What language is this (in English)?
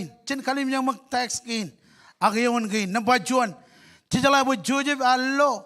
Marshallese